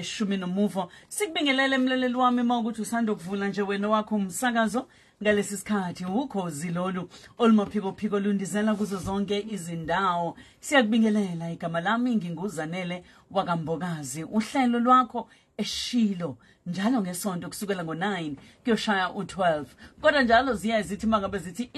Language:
Zulu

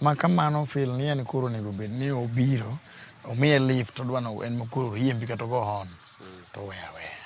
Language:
Luo (Kenya and Tanzania)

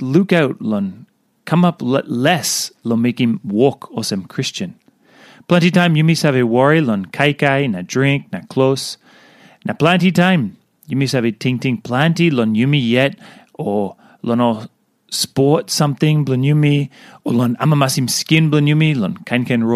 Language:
Tok Pisin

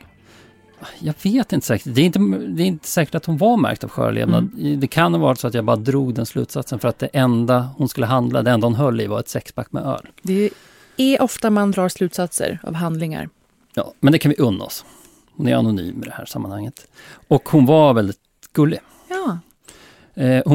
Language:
Swedish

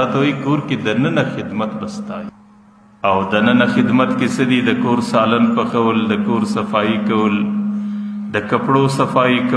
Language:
Pashto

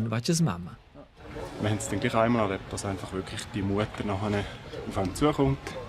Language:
Romansh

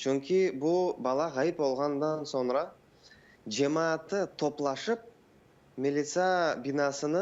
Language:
Crimean Tatar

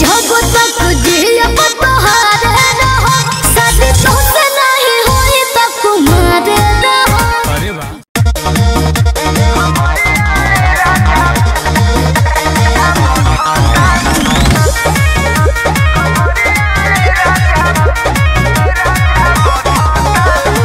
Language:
Bhojpuri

